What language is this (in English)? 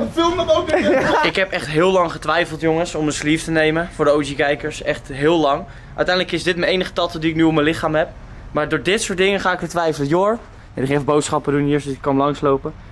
Dutch